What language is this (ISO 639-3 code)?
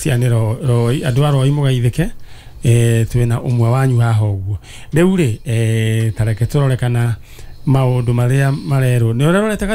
kik